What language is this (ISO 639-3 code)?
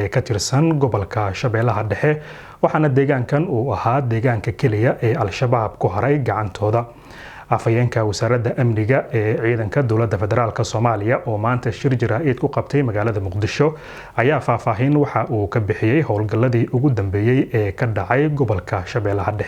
som